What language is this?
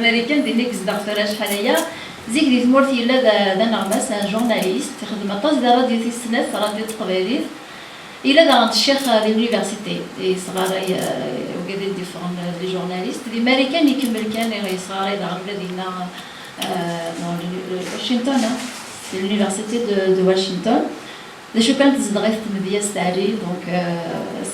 Kabyle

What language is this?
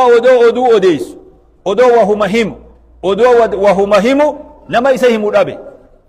Oromo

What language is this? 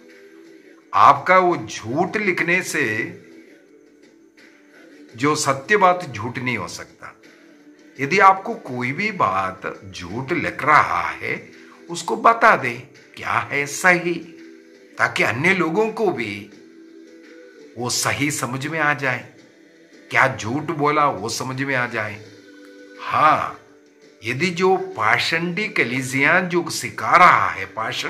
Hindi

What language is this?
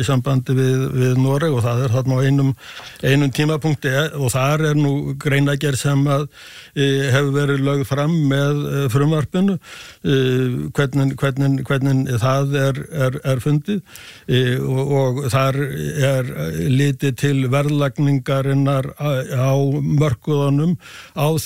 Icelandic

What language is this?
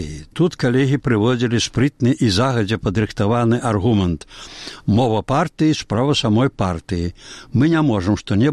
Belarusian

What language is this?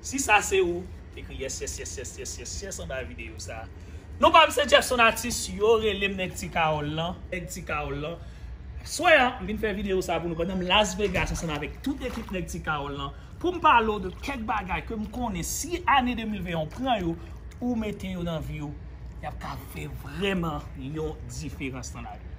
Haitian Creole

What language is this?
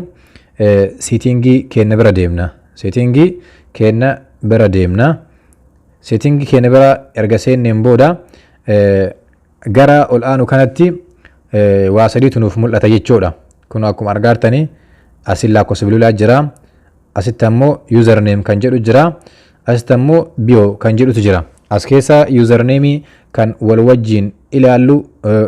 Oromo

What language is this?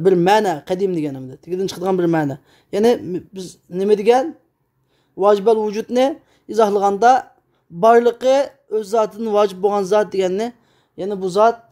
Uyghur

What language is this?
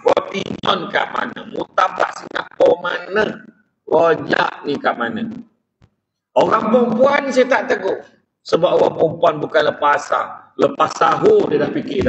Malay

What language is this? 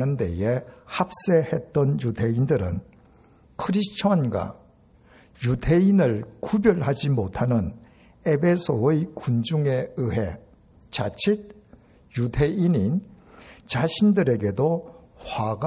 Korean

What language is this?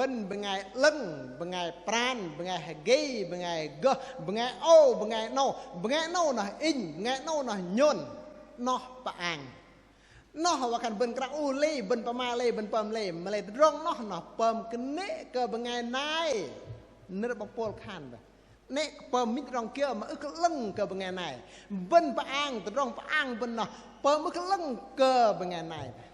Bahnar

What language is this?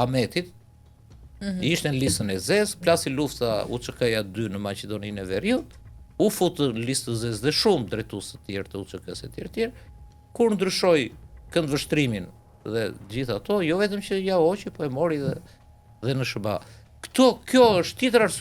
Albanian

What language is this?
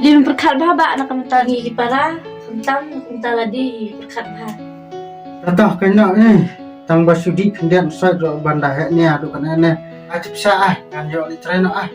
Khasi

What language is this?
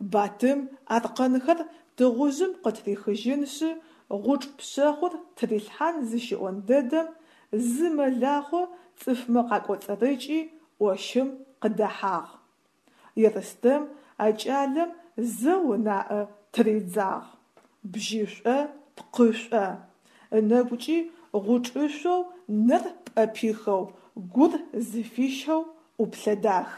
Adyghe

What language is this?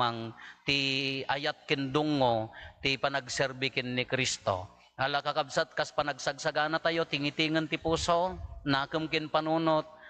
Iloko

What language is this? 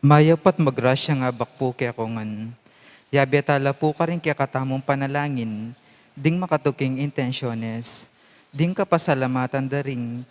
Pampanga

